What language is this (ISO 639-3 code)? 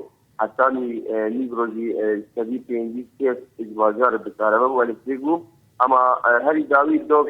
kur